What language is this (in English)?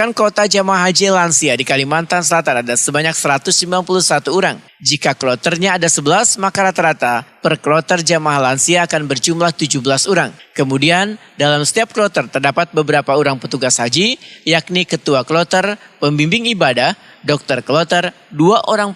Banjar